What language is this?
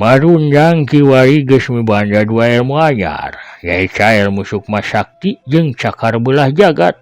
Sundanese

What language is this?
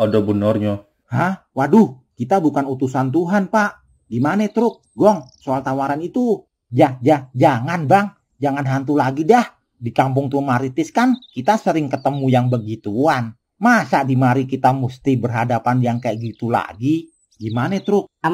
Betawi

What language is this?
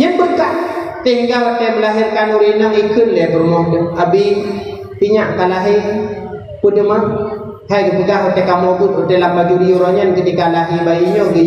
Achinese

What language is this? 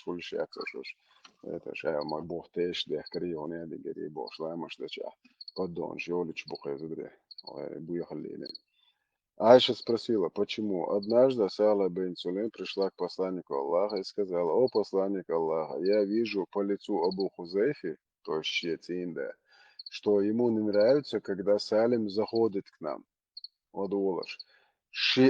Chechen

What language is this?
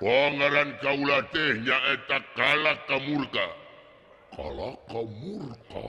Sundanese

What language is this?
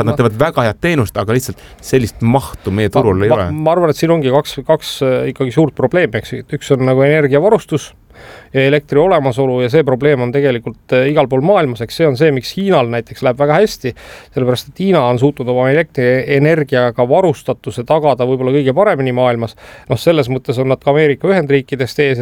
Estonian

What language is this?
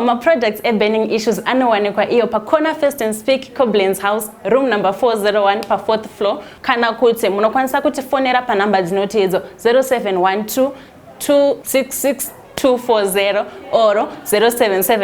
Shona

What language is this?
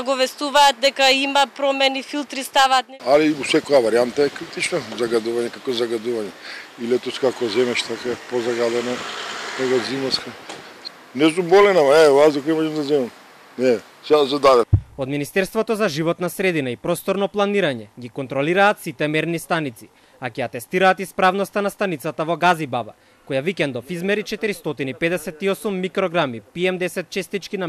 Macedonian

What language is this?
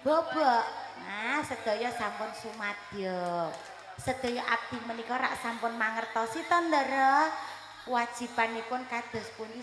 Javanese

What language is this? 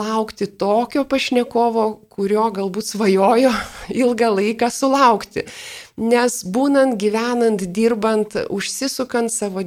Lithuanian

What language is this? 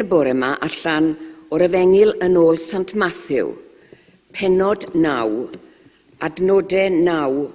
Welsh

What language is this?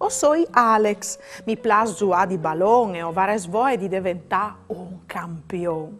Friulian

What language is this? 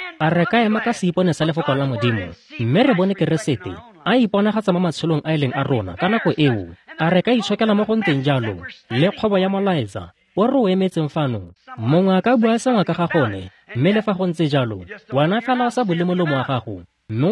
Tswana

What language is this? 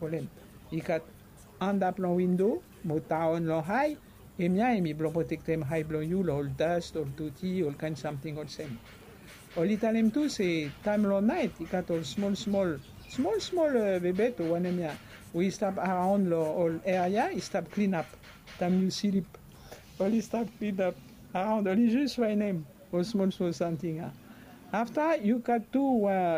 Bislama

